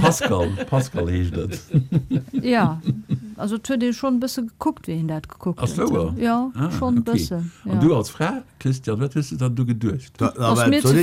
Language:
Luxembourgish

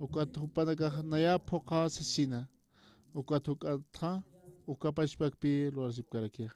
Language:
Aymara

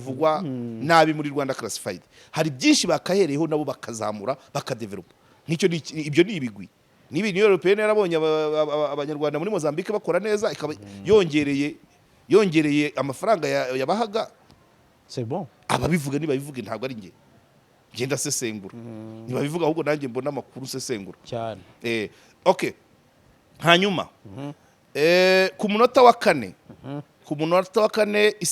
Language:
Kinyarwanda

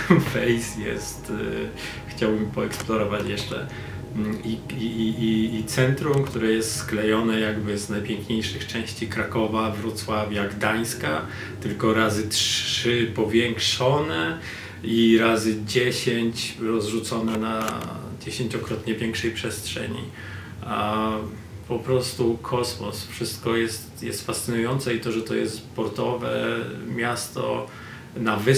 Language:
Polish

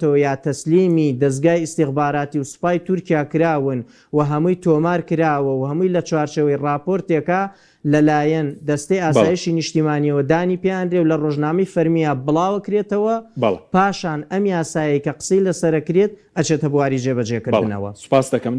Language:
Central Kurdish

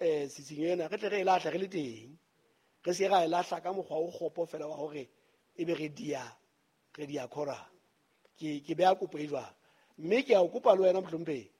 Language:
Southern Sotho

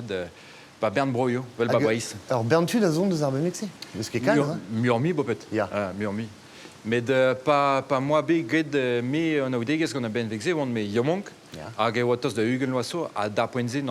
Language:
Breton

